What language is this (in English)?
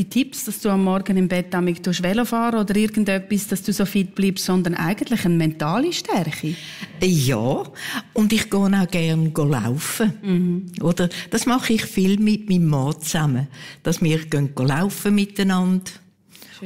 Swiss German